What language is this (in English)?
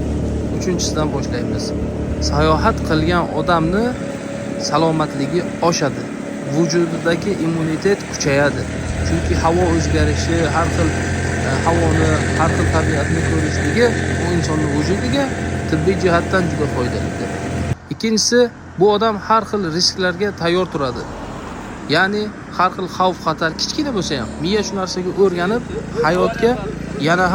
Uzbek